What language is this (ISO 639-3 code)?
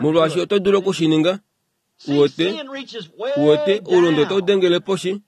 kua